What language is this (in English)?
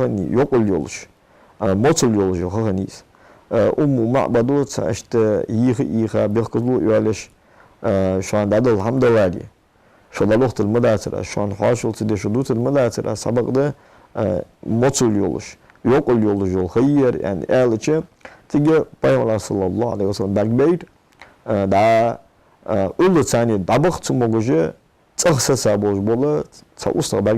Ingush